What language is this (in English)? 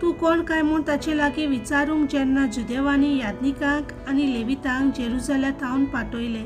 Konkani